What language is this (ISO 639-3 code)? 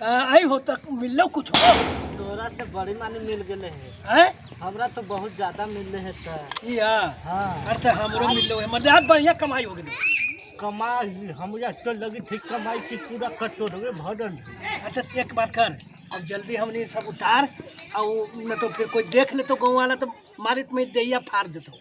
mag